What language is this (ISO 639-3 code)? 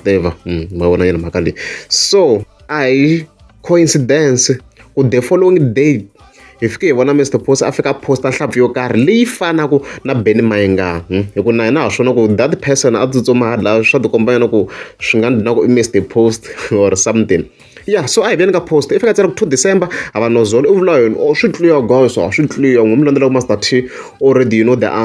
tso